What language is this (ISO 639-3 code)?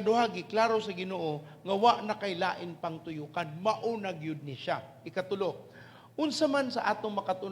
ceb